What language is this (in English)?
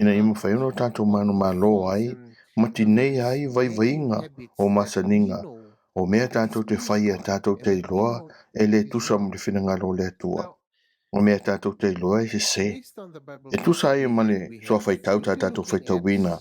Samoan